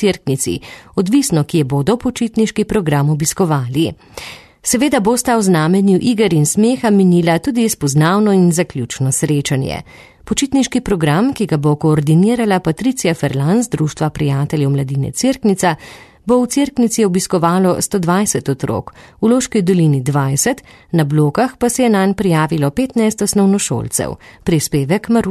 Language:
Slovenian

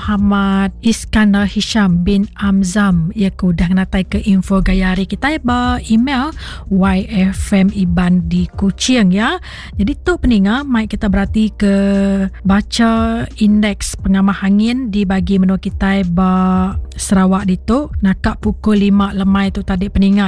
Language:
Iban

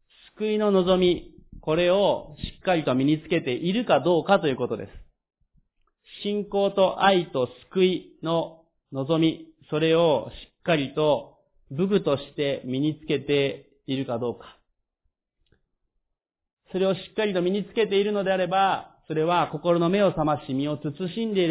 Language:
Japanese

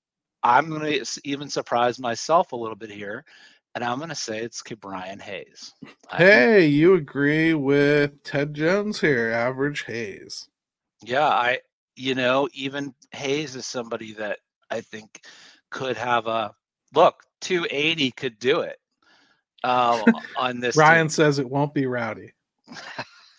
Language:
English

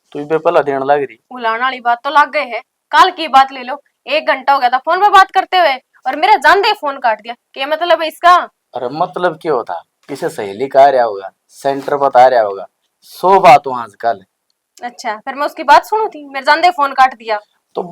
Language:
Haryanvi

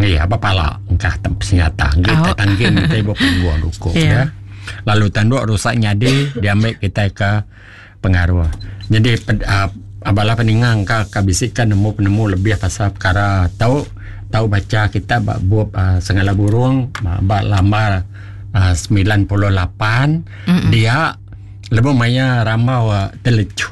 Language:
Iban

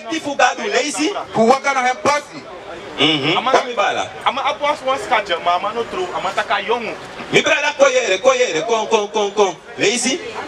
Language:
Sranan Tongo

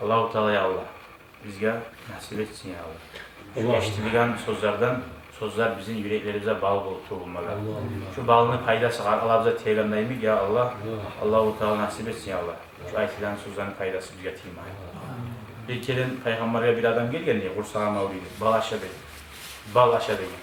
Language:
Kumyk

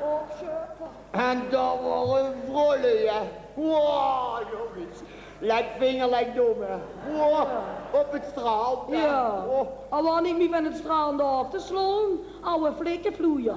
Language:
Limburgish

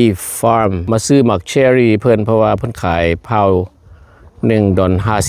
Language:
Lao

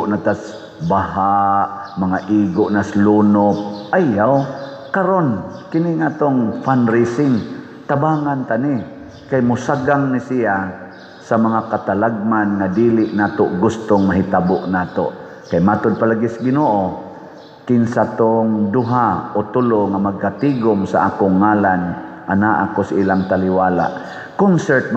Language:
Cebuano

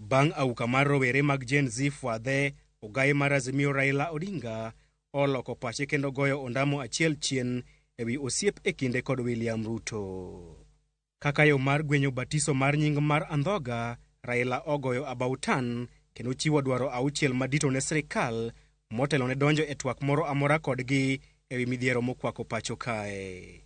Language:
Luo (Kenya and Tanzania)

